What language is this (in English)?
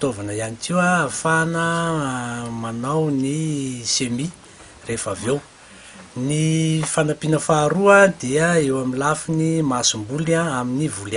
Malagasy